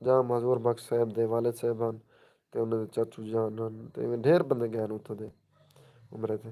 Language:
Saraiki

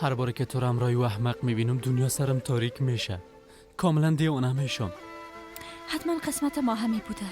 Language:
Persian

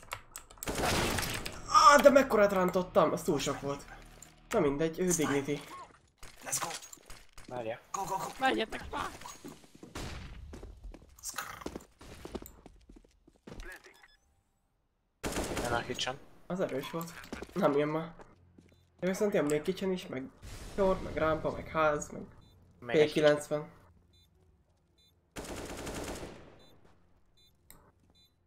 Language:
Hungarian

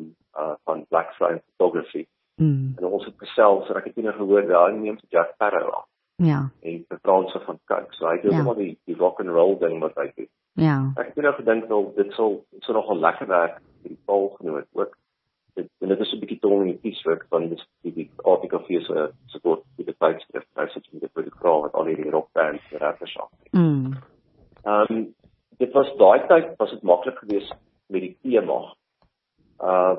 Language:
Afrikaans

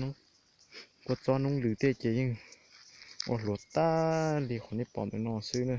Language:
Hmong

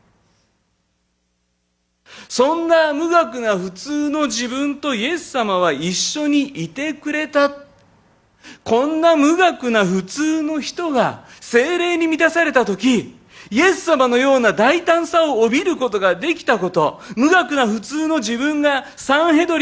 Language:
Japanese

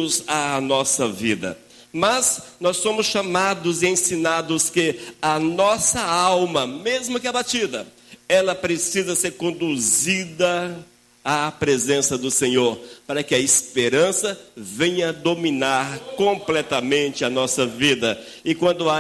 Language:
Portuguese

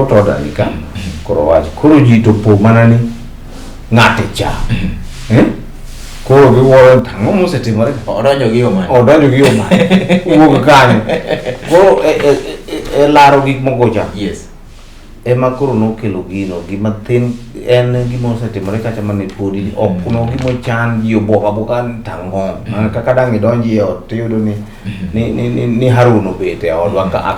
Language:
Luo (Kenya and Tanzania)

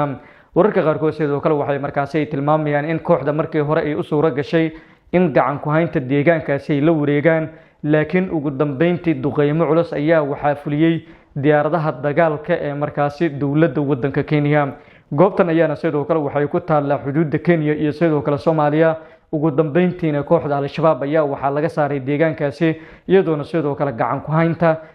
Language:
Somali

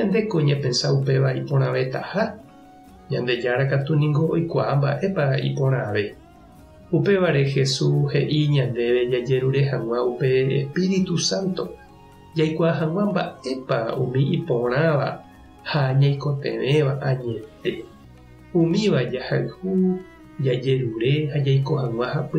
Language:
Guarani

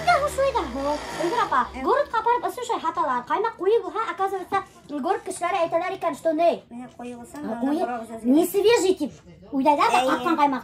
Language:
Bashkir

